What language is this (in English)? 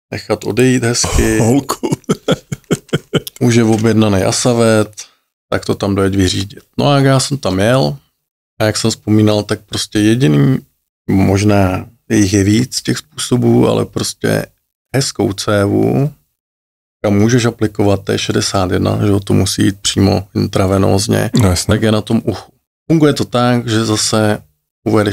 Czech